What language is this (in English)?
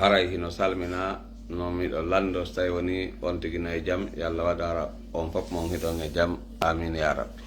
Pular